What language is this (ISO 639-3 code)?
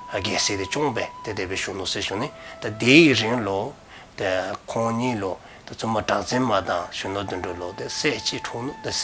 dzo